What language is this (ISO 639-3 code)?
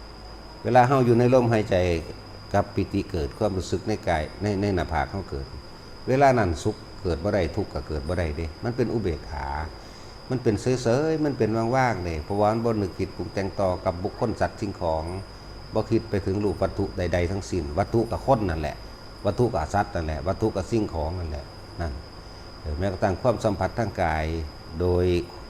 lao